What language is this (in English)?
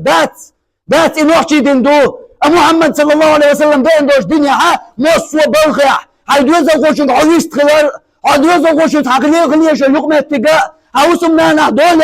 Chechen